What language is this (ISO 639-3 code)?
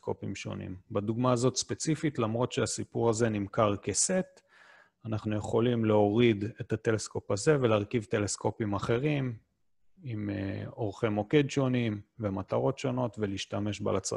heb